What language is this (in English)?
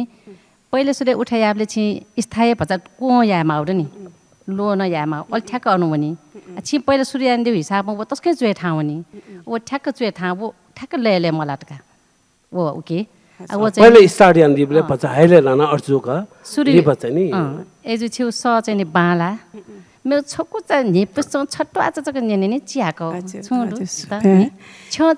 Newari